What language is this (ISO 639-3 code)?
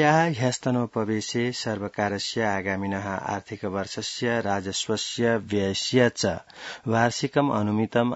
san